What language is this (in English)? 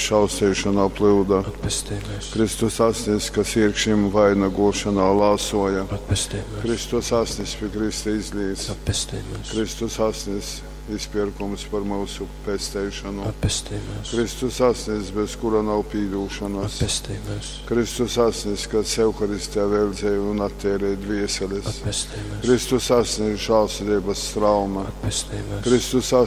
Latgalian